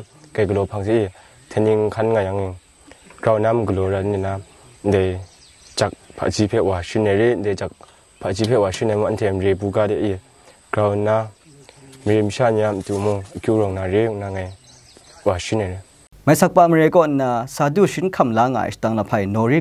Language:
Kachin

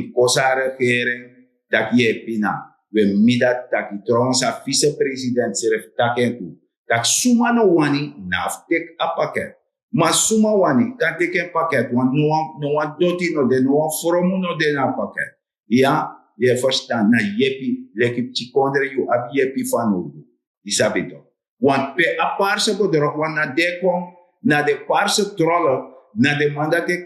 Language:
Sranan Tongo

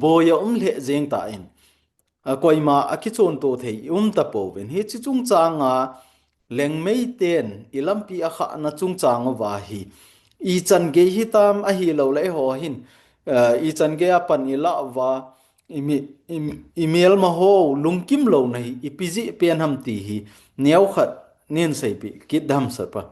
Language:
Thado Chin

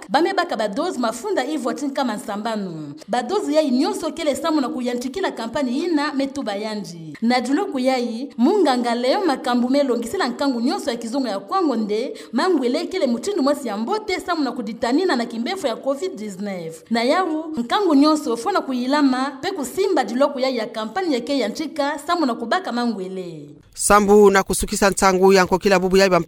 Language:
Kituba (Democratic Republic of Congo)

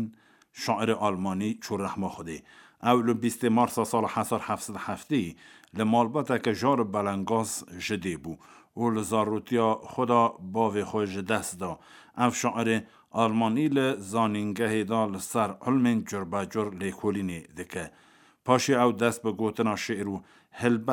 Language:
Kurdish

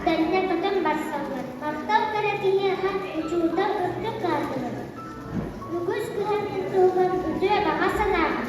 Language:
Yakut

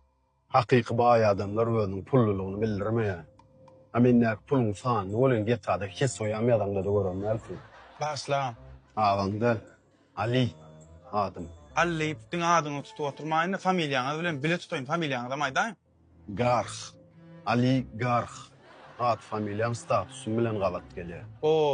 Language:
Turkmen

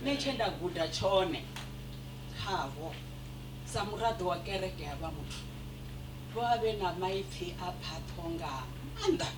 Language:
Venda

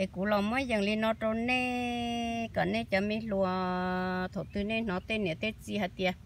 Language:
Hmong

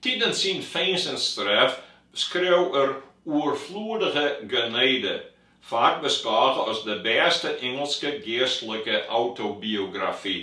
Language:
Western Frisian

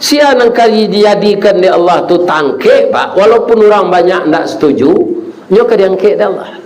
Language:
Minangkabau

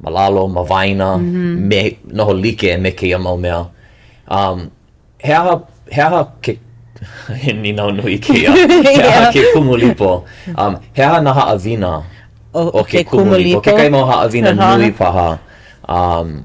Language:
Hawaiian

